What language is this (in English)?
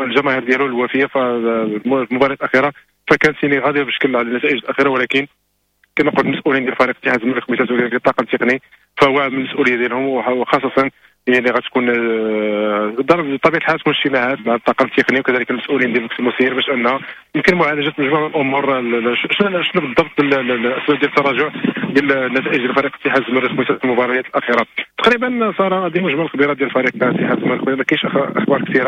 Moroccan Arabic